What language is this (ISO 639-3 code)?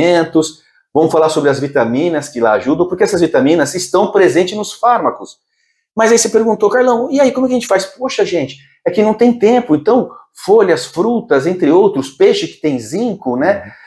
por